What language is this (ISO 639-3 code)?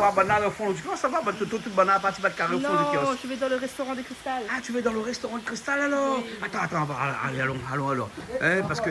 rcf